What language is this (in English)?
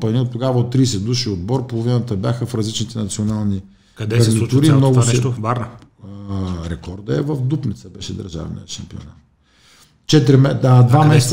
Bulgarian